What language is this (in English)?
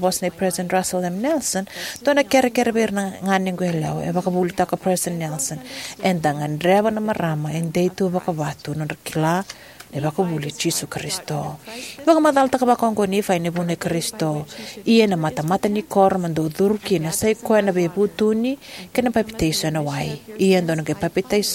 Fijian